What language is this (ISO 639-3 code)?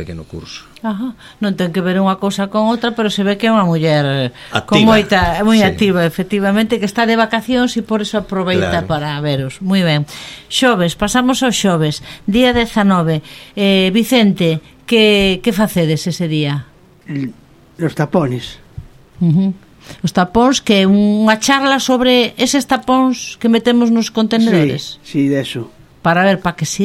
glg